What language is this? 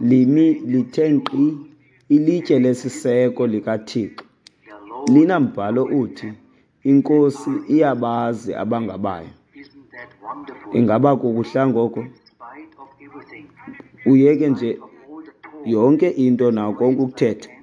Xhosa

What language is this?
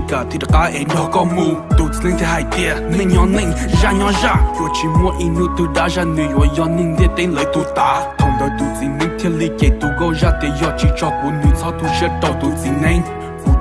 Hmong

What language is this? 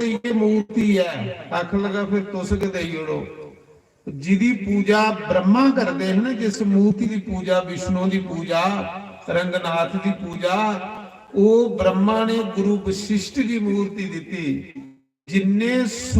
Dogri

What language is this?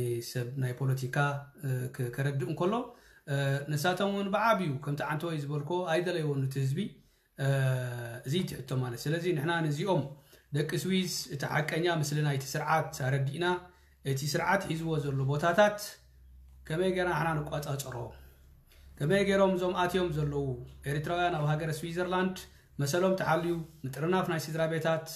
Tigrinya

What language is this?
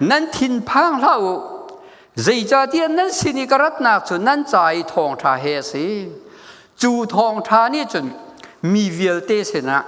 Hakha Chin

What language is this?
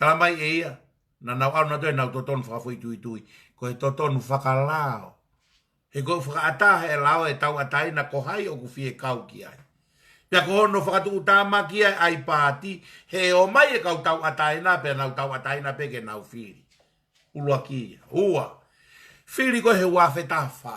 Tongan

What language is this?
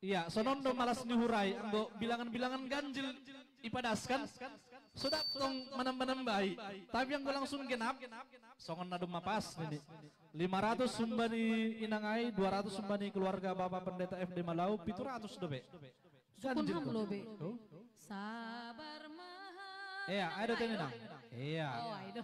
Batak Simalungun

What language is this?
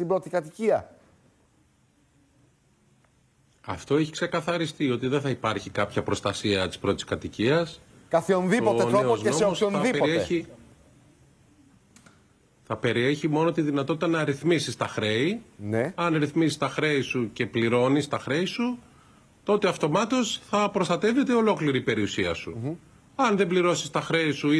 Greek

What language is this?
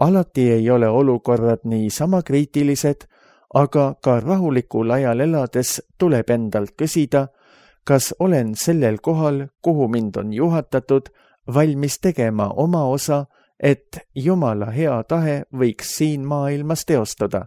Estonian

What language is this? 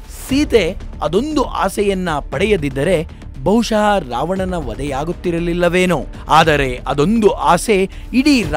Kannada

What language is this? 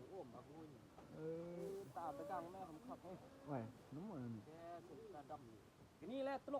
Northeastern Thai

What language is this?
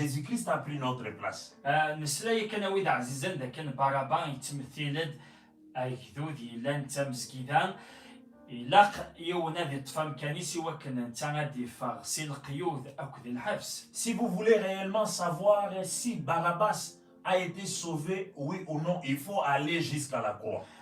Kabyle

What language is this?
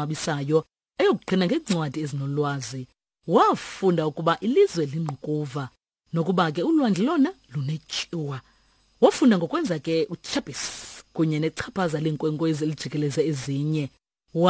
Xhosa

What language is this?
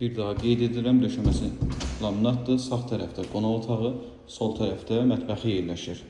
Azerbaijani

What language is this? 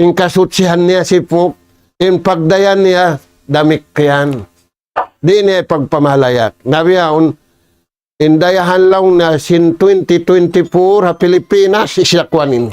Tausug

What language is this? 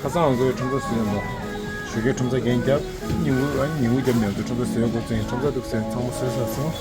Tibetan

